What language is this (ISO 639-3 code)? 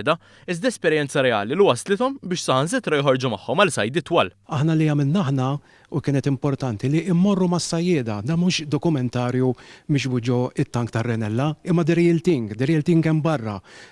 mlt